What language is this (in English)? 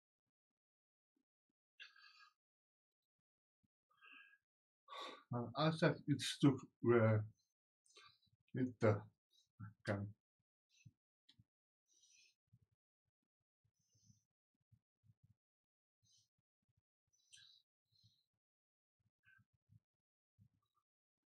Afrikaans